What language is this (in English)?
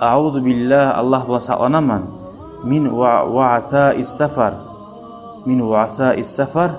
Kumyk